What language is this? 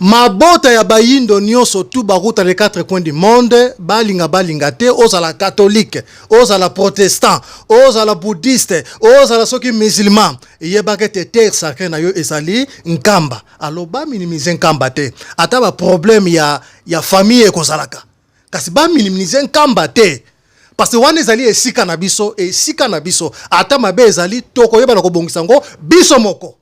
Lingala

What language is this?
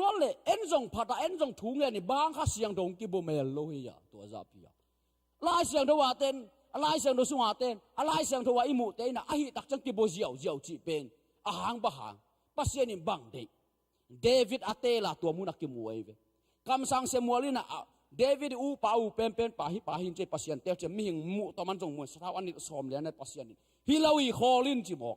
Tedim Chin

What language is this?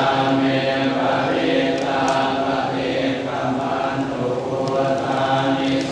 Pali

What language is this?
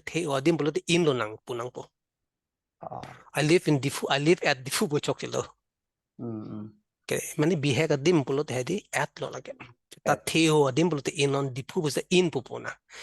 Karbi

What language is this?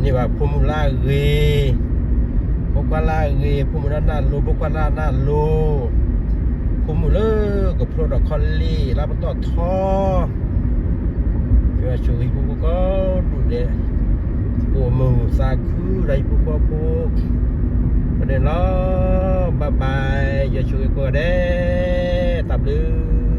S'gaw Karen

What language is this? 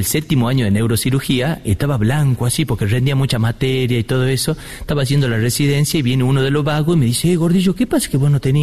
Spanish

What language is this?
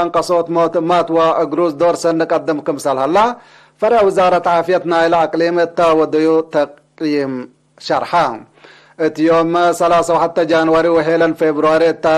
Tigre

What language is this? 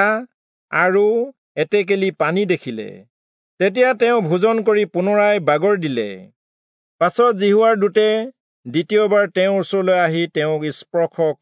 Assamese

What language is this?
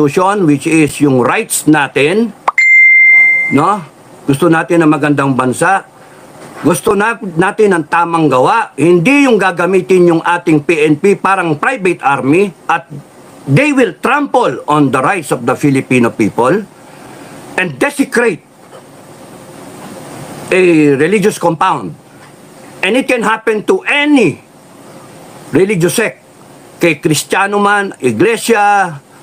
Filipino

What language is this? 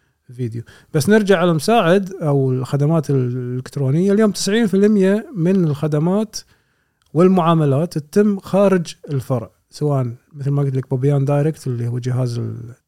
Gulf Arabic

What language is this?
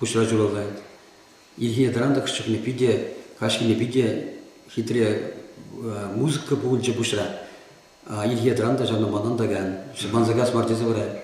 Chuvash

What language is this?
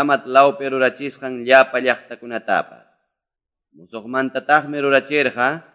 Quechua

